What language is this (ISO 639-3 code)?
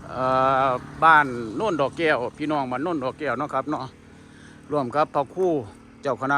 lao